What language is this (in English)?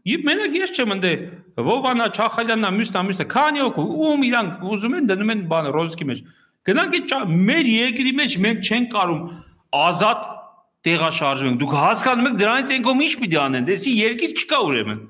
Armenian